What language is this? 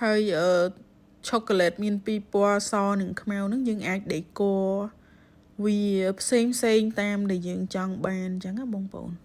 Khmer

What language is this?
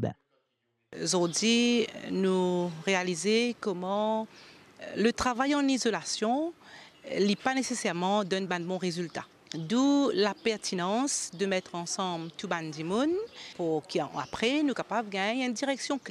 Morisyen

